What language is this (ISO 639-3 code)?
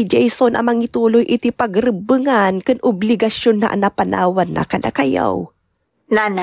ilo